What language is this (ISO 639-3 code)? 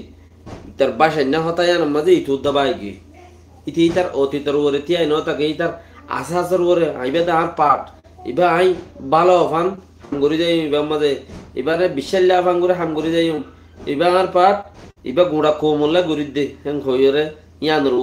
rhg